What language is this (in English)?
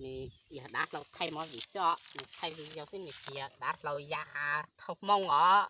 Hmong